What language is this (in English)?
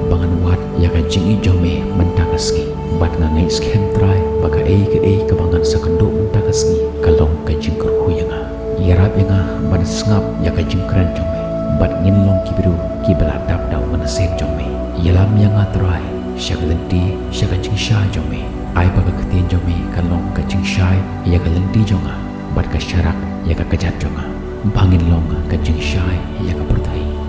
Khasi